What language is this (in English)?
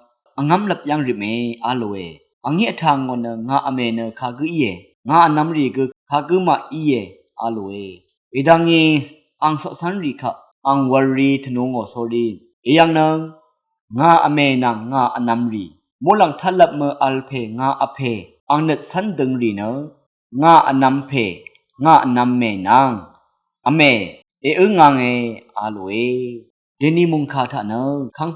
Rawang